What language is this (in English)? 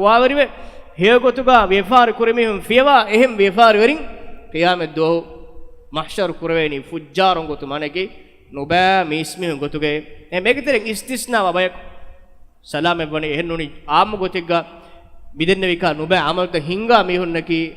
Divehi